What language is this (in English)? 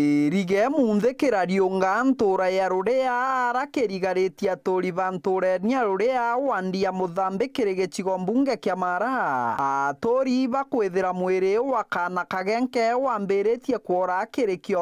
Meru